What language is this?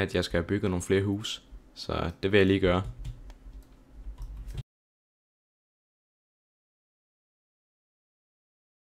Danish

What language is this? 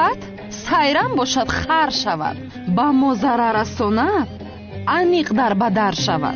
Tajik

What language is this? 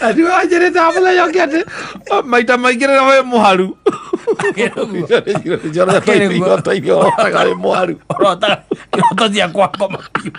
Kikuyu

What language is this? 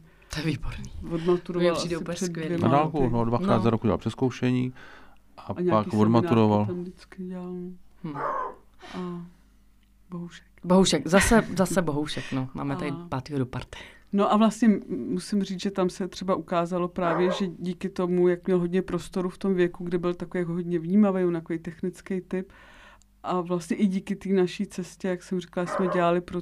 Czech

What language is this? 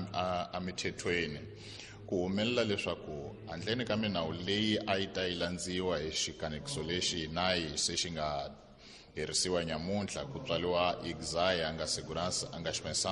Tsonga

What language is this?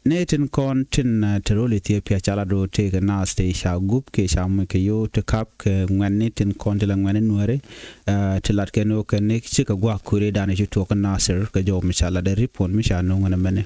Nuer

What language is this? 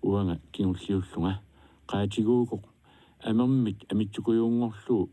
Kalaallisut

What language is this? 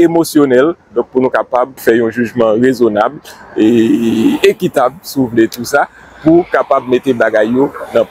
Haitian Creole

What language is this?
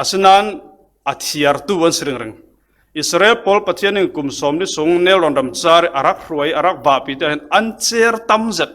Falam Chin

